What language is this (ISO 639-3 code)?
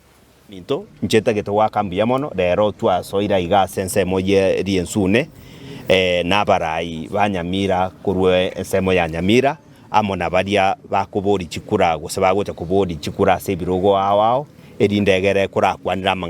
guz